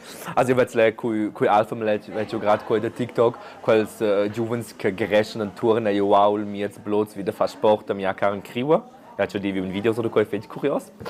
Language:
Romansh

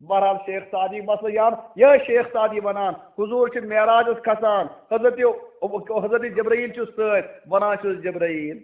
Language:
Kashmiri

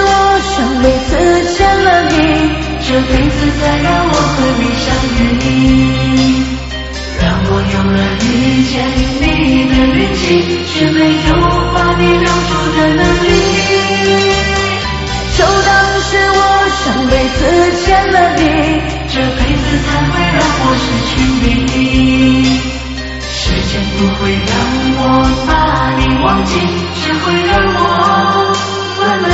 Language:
Chinese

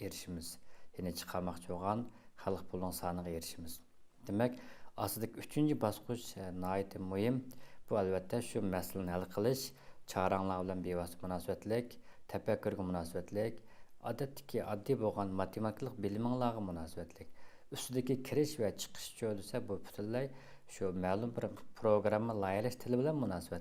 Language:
Uyghur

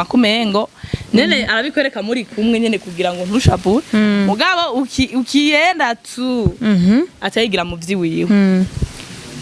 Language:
Rundi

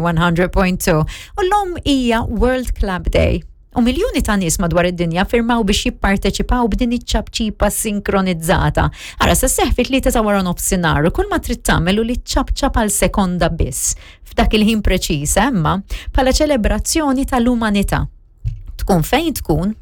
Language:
Maltese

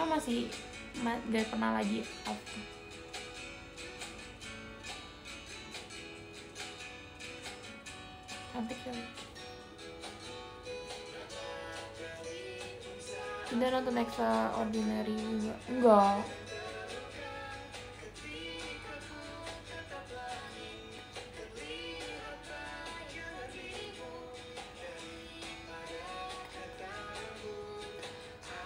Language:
Indonesian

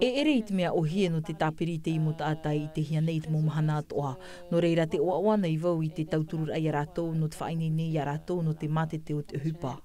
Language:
Tahitian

